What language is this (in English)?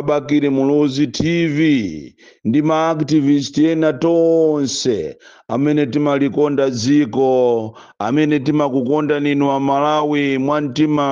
Nyanja